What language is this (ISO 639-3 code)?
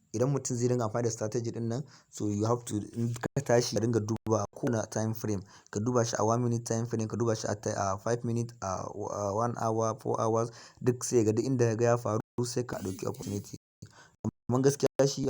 hau